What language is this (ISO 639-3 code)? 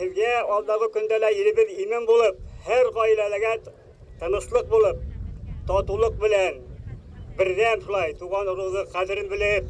bak